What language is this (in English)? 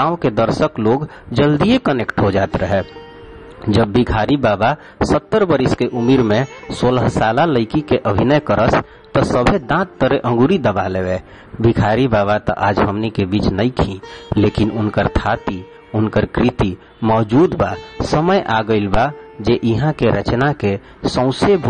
Bhojpuri